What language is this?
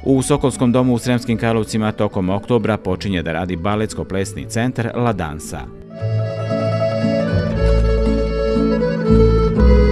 Serbian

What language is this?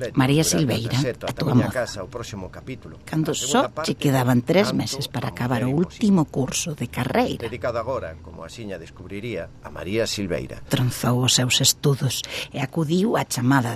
Galician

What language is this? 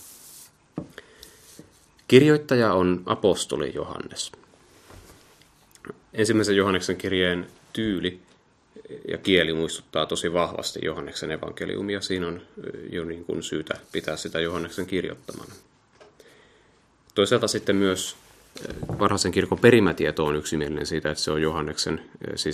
Finnish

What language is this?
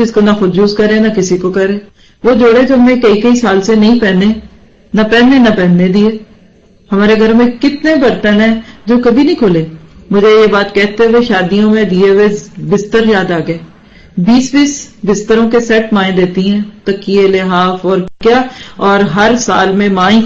Urdu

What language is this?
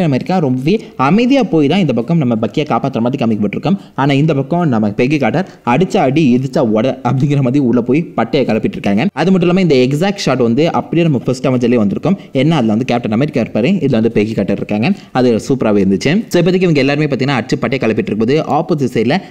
Tamil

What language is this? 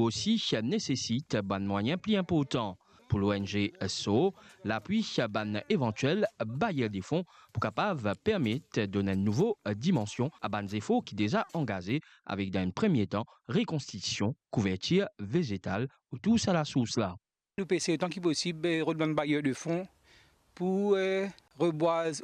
Morisyen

